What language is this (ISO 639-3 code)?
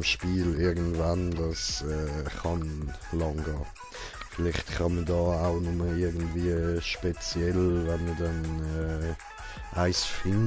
gsw